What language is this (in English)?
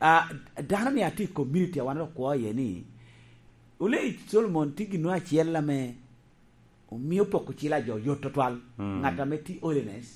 Lango (Uganda)